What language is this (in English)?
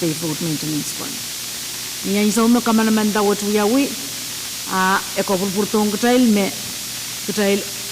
Pohnpeian